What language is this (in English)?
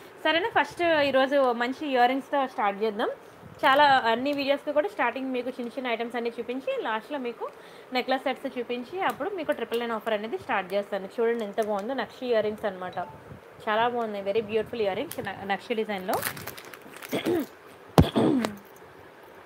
Telugu